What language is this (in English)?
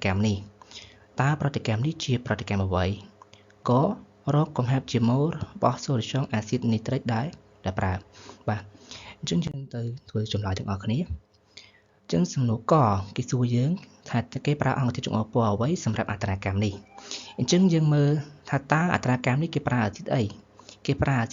Khmer